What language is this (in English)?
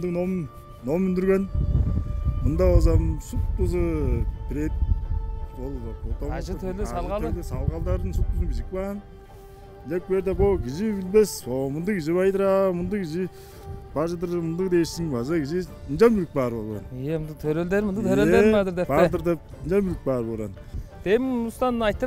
Tuvinian